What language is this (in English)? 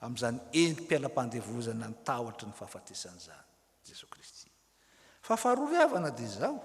Malagasy